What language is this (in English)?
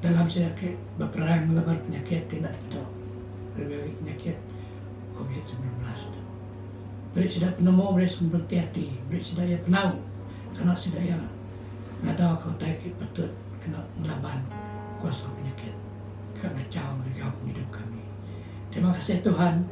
Iban